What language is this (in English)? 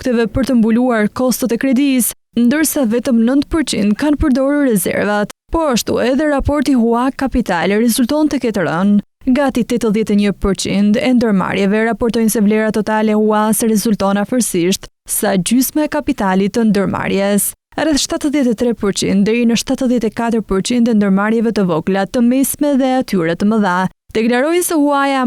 Albanian